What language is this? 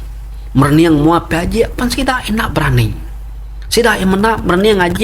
Iban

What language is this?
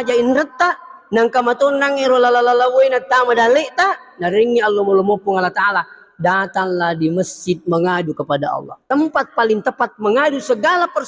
Buginese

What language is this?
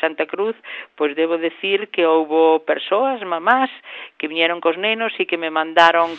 Galician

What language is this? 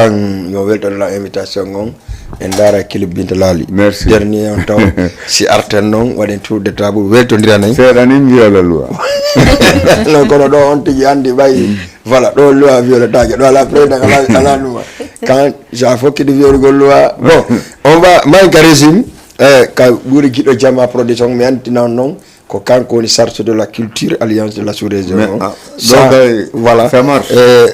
Fula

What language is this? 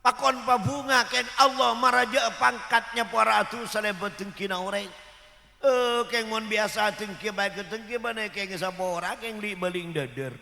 Madurese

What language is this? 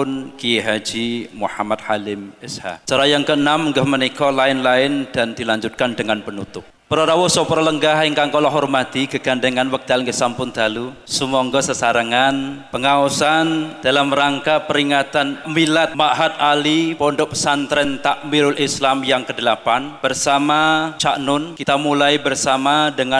Javanese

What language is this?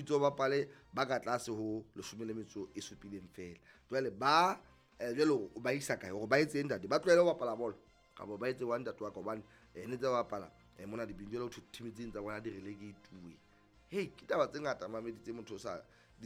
Southern Sotho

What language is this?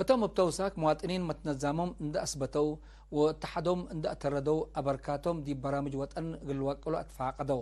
Tigre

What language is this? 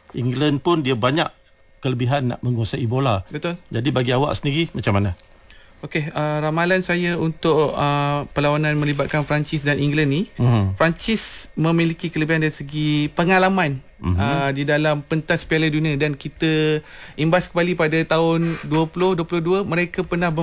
Malay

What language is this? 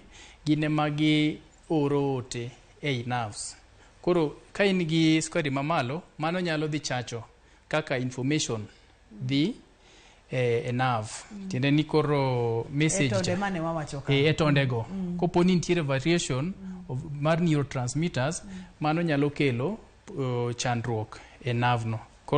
Luo (Kenya and Tanzania)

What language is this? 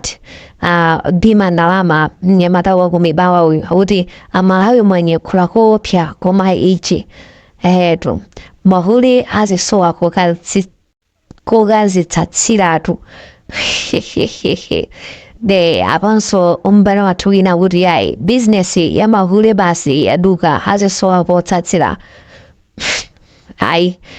Nyanja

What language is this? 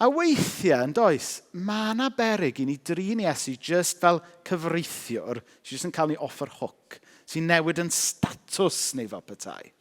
Welsh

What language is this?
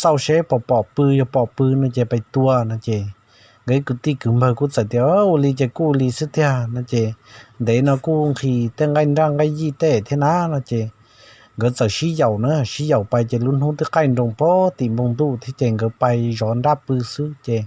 Hmong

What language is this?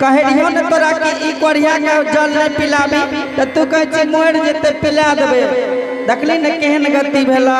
Angika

